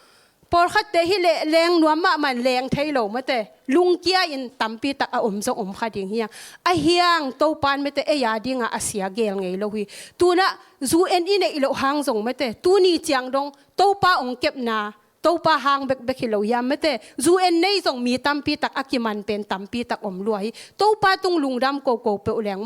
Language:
Tedim Chin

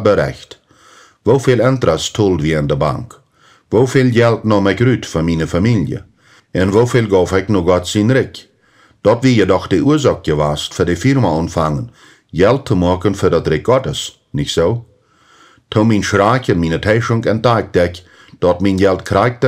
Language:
Plautdietsch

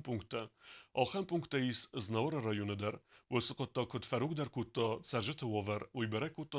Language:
Ossetic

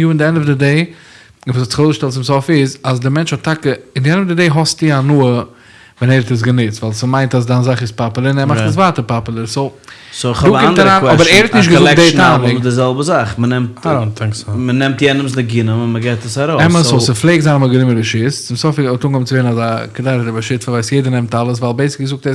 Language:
Yiddish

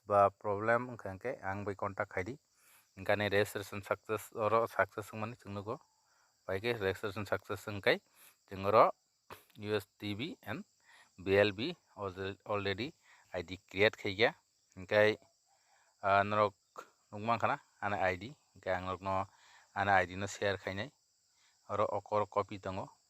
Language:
Kok Borok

